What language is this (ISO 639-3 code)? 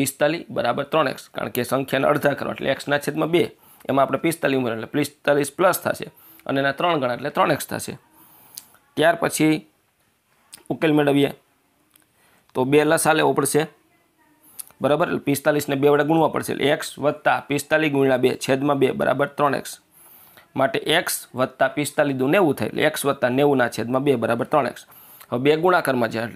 guj